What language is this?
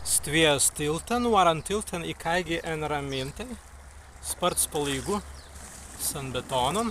Prussian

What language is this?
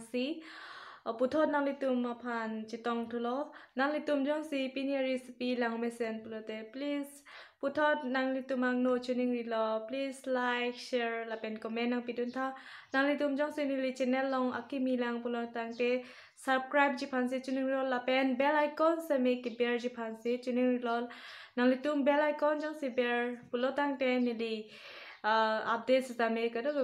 Karbi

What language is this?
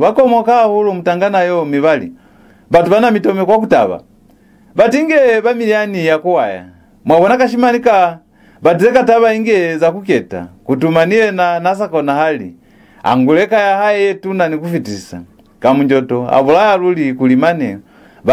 Lozi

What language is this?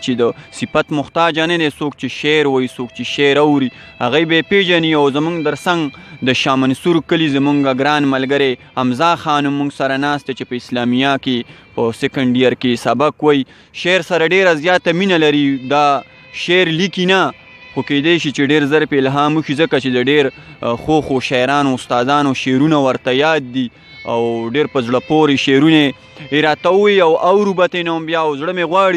Pashto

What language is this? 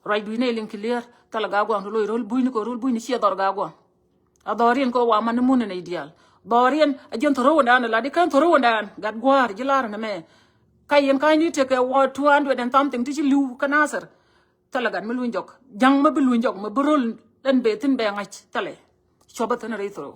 Nuer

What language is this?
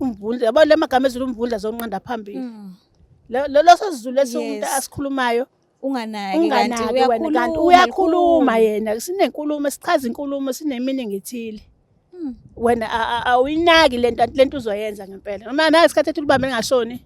Zulu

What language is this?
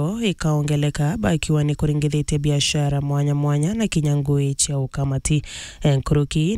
Meru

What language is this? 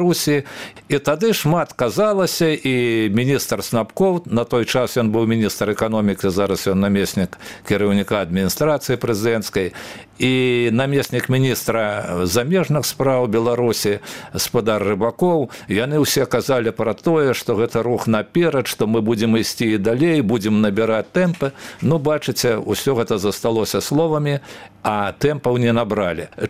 Belarusian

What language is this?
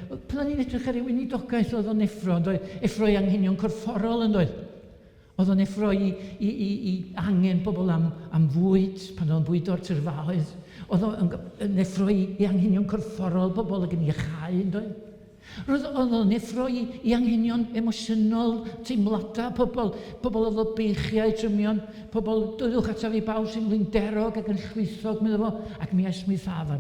Welsh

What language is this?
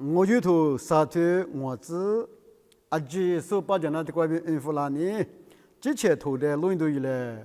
Lisu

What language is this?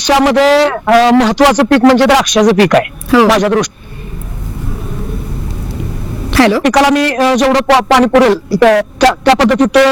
Marathi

